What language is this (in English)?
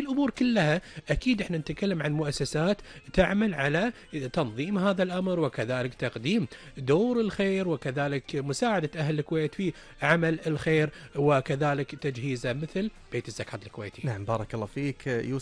Gulf Arabic